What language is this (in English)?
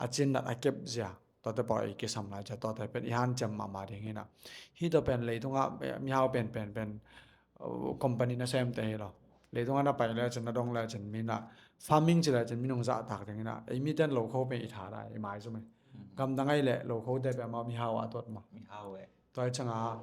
Tedim Chin